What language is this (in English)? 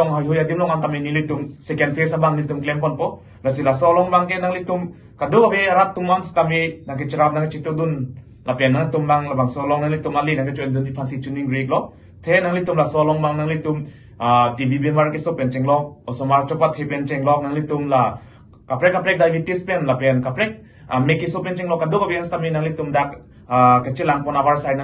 Karbi